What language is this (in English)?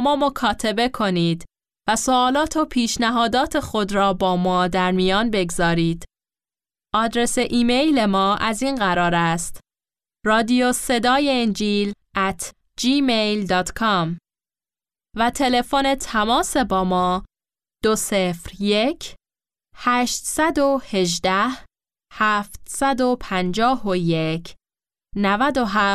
Persian